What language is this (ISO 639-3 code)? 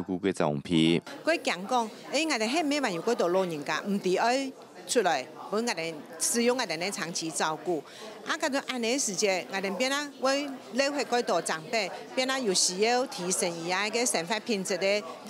hak